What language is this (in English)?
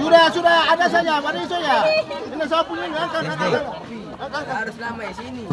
Ambonese Malay